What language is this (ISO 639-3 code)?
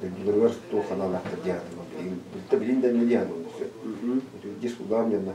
sah